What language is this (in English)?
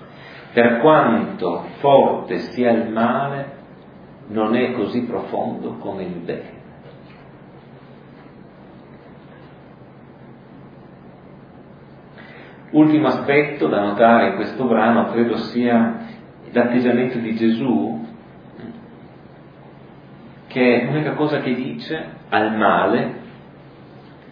Italian